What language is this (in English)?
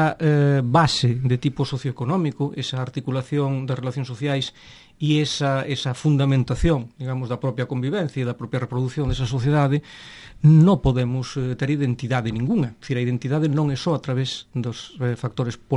Galician